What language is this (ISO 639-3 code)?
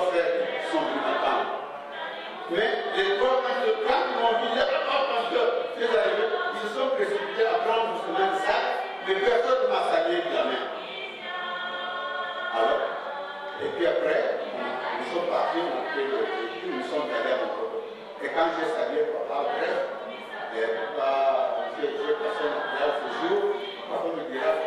fra